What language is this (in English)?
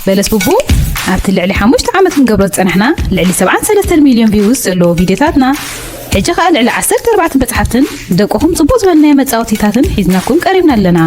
Tigrinya